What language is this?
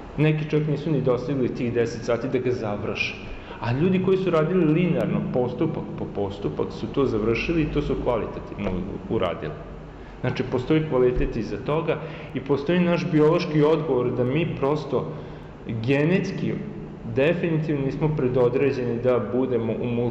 Serbian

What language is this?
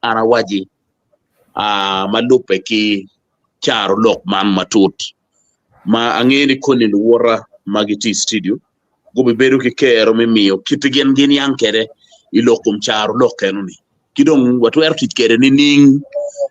Acoli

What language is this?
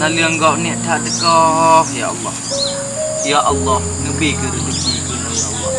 Achinese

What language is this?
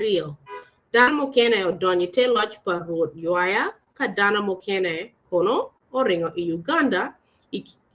Acoli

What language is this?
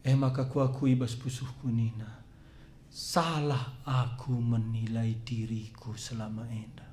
Batak Karo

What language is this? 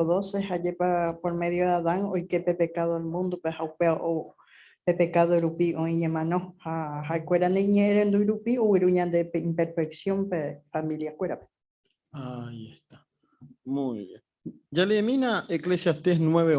Guarani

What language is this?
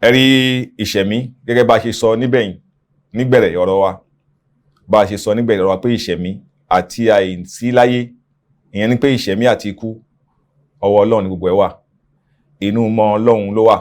Yoruba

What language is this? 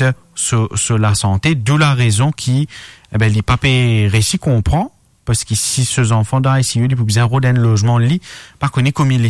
Morisyen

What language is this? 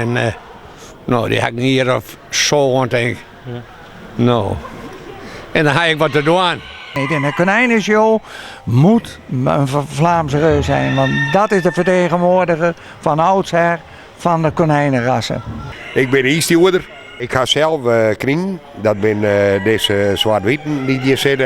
Western Frisian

